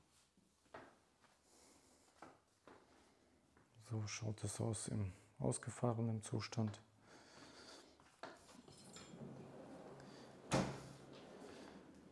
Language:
German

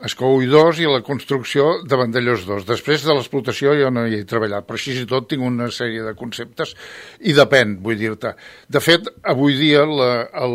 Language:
Catalan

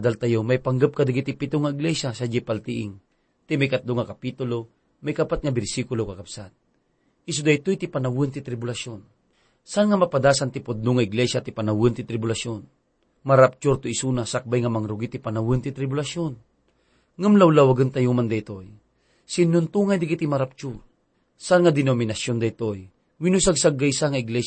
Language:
Iloko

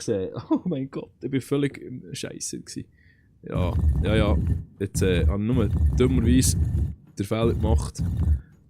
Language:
Swiss German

